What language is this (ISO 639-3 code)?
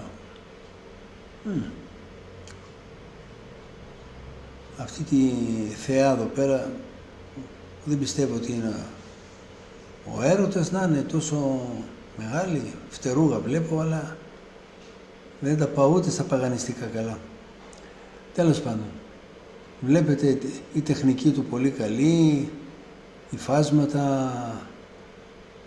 ell